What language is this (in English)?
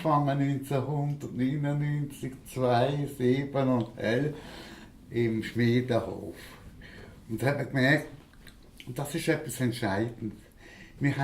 Swiss German